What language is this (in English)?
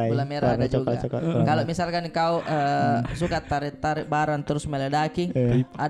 Makassar Malay